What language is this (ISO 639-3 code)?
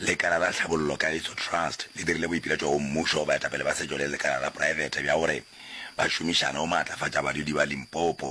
nso